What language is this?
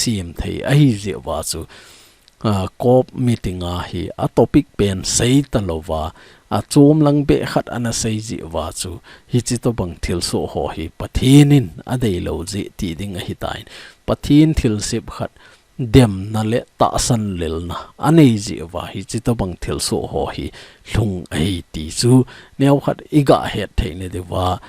Thado Chin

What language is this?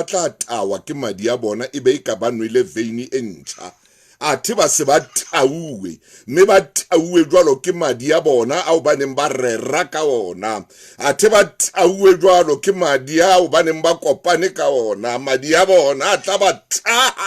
Southern Sotho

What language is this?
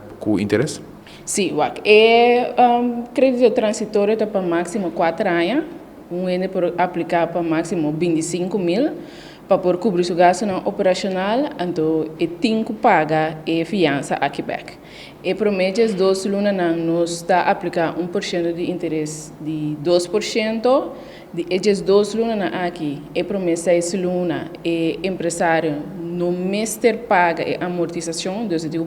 Papiamento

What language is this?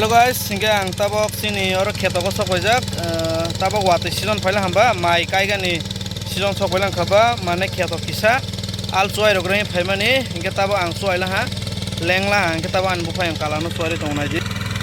Kok Borok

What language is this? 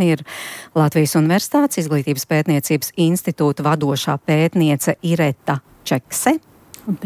Latvian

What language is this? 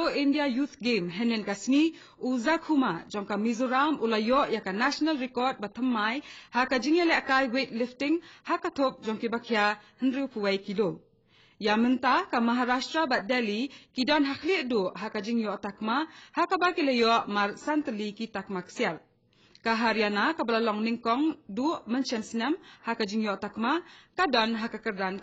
Khasi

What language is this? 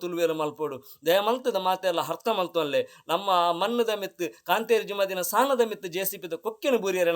Tulu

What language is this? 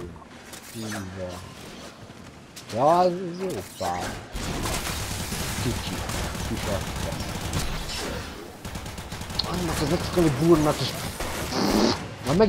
Hungarian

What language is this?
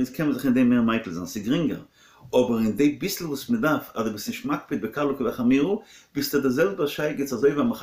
Yiddish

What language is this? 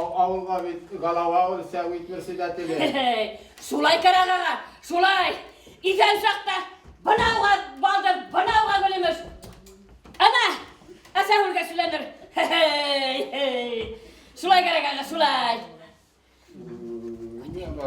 Bashkir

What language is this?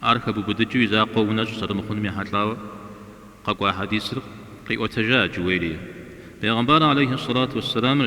Kabardian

